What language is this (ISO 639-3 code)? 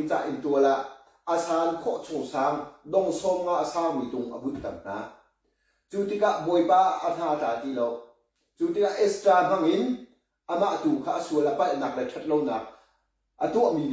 cnh